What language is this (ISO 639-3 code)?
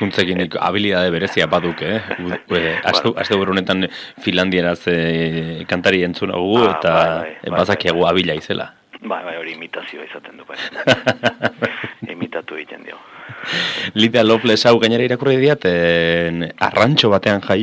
eus